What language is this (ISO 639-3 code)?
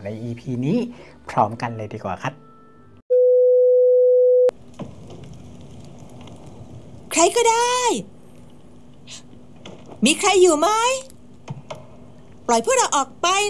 tha